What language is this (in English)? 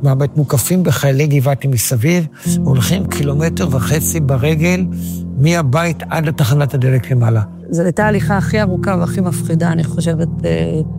Hebrew